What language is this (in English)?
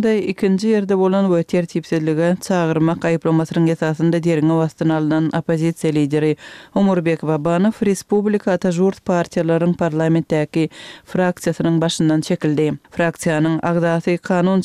Turkmen